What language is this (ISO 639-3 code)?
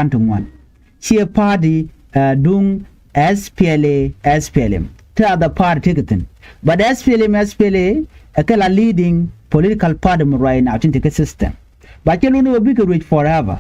nus